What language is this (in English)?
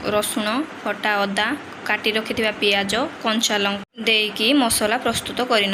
Odia